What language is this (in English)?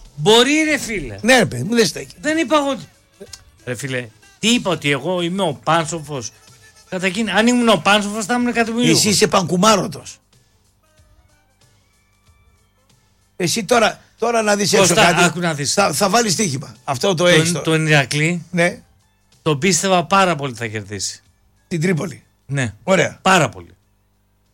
Greek